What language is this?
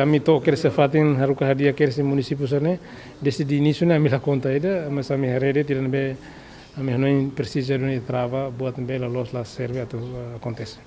Tetum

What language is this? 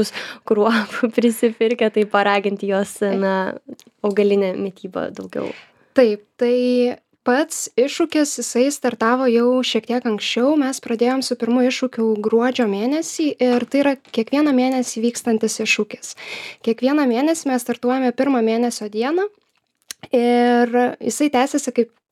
Lithuanian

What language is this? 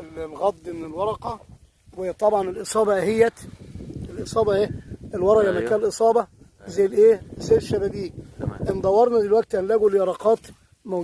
Egyptian Arabic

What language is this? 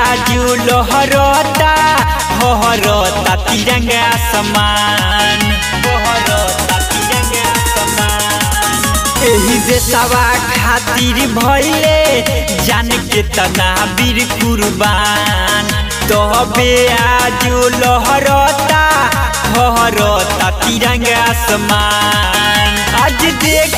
Bhojpuri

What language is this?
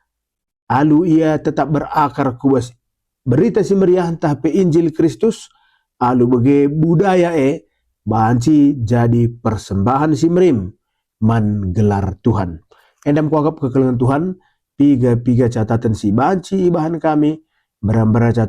Batak Karo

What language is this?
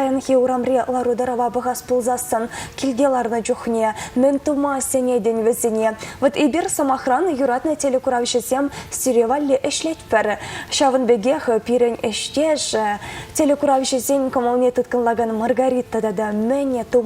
Chuvash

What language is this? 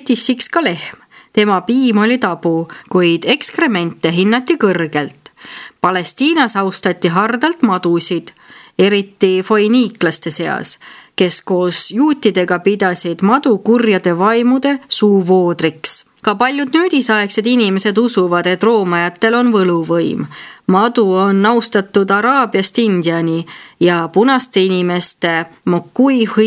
Estonian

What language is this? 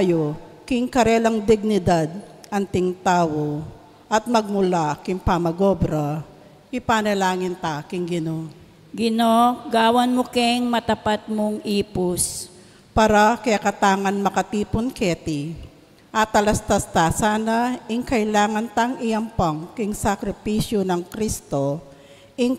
Pampanga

